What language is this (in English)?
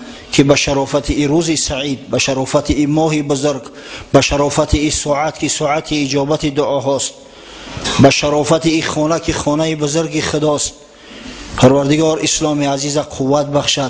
Tajik